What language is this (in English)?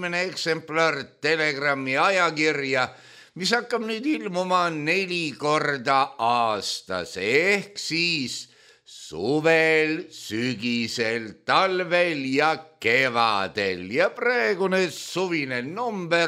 Estonian